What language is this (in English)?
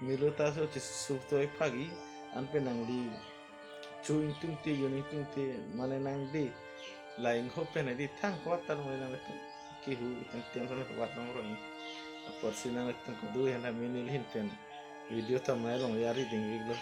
Karbi